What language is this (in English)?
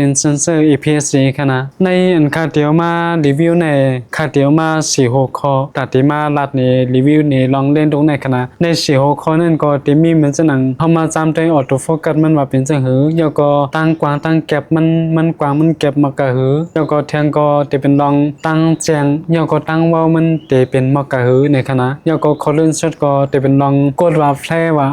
Shan